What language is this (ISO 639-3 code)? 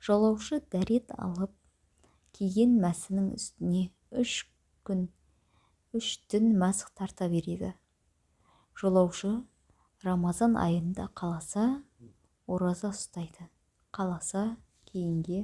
kaz